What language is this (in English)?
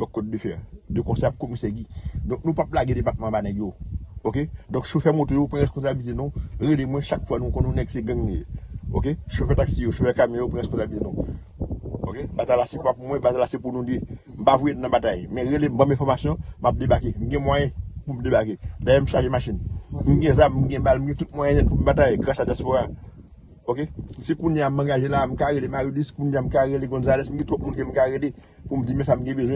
Haitian Creole